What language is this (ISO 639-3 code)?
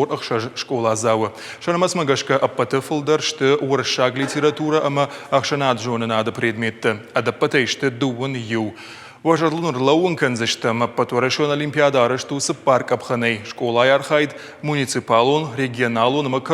oss